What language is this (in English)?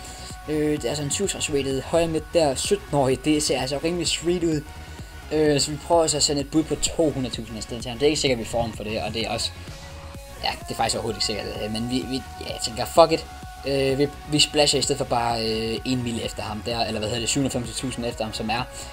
Danish